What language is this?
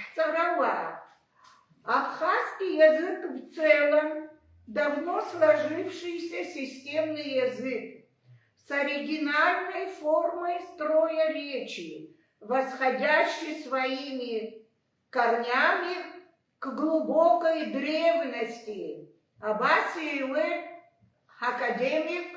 Abkhazian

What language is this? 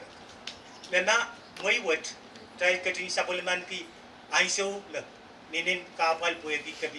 Pohnpeian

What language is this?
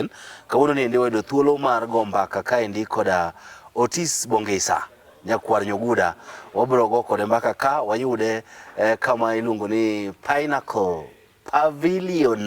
Luo (Kenya and Tanzania)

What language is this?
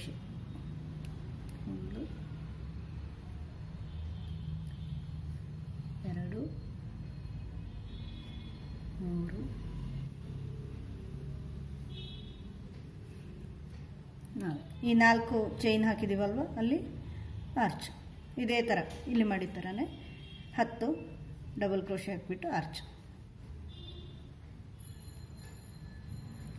Kannada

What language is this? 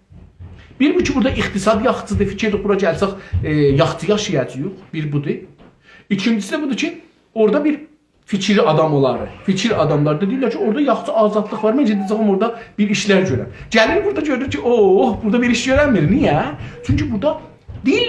South Azerbaijani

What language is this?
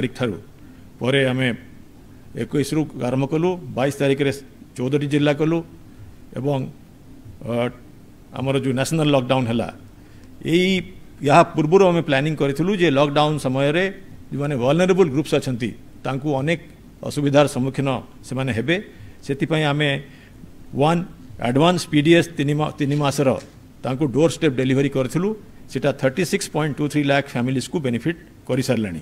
Odia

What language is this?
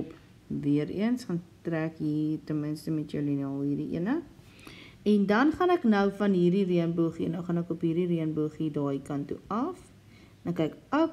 Afrikaans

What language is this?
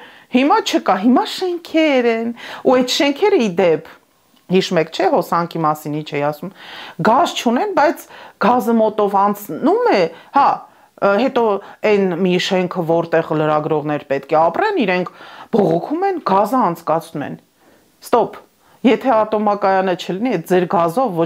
Armenian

